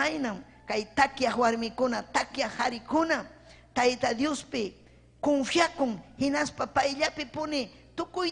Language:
Ayacucho Quechua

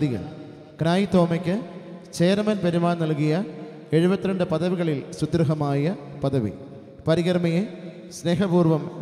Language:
Malayalam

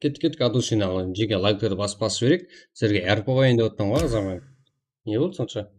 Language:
Kara-Kalpak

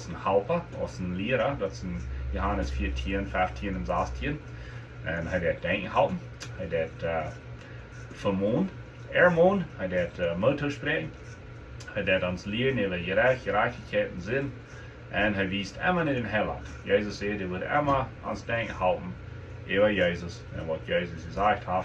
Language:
Plautdietsch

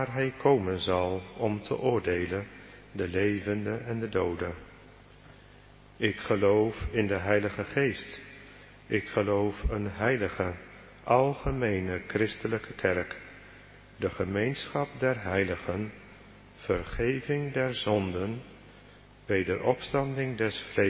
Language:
Dutch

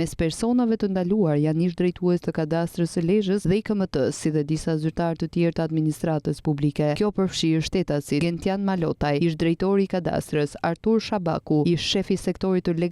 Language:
Albanian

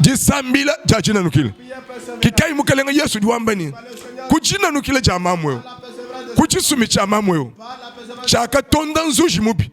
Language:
Luba-Lulua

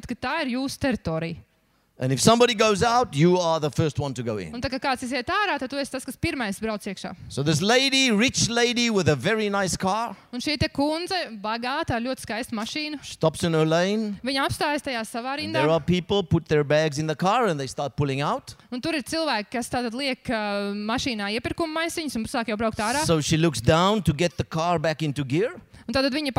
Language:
Latvian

